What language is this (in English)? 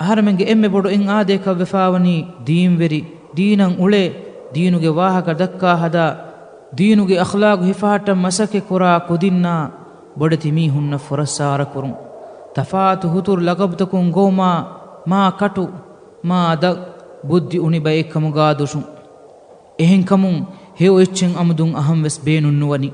Divehi